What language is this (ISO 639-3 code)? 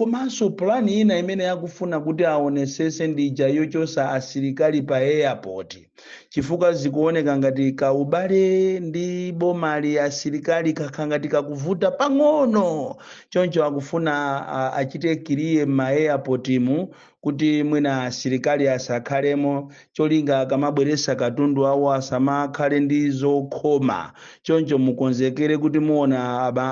nya